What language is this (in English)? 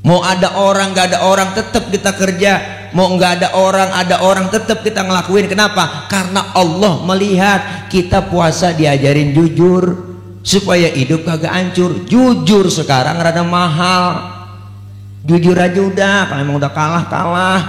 Betawi